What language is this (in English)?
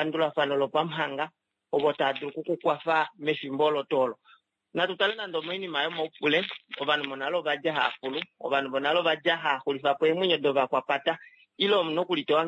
Kuanyama